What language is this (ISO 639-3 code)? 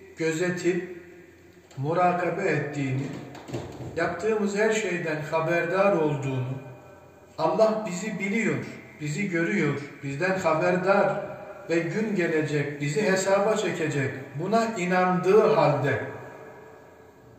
tur